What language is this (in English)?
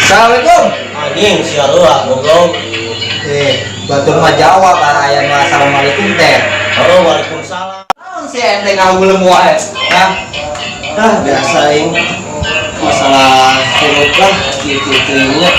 Sundanese